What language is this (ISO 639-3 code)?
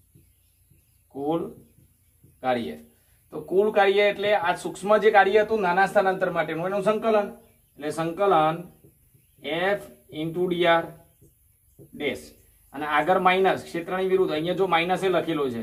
guj